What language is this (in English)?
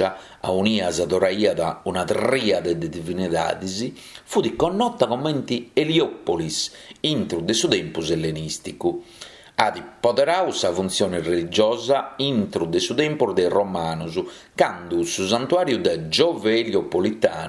Sardinian